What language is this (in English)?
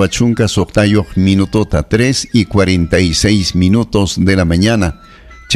Ayacucho Quechua